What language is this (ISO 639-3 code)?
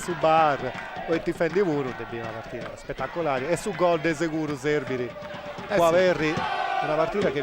srd